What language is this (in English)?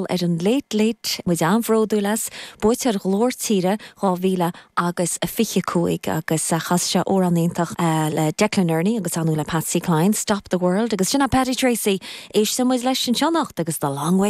Irish